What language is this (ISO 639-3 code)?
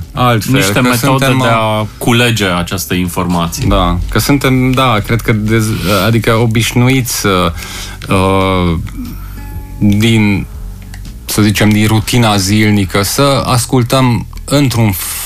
ron